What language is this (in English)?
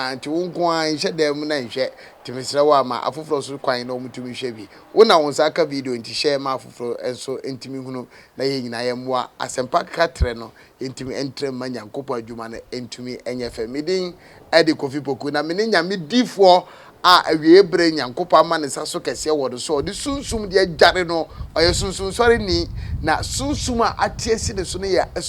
Akan